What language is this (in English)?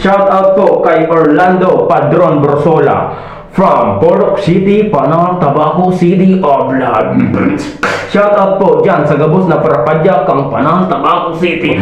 Bikol